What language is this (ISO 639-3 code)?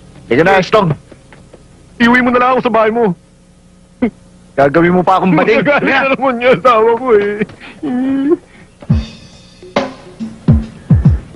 fil